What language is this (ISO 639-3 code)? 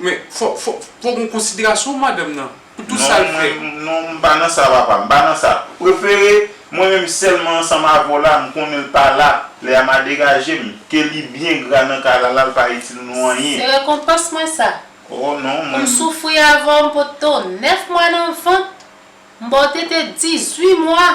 hat